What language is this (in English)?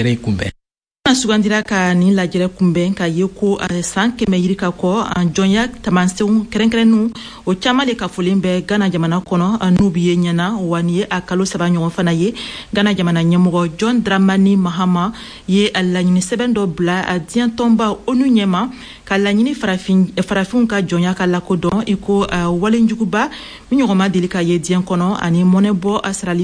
Bambara